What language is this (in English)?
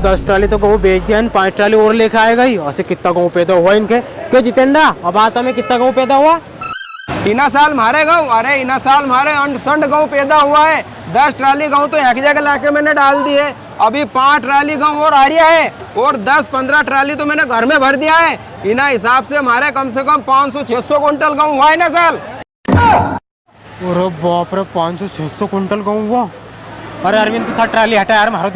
Rajasthani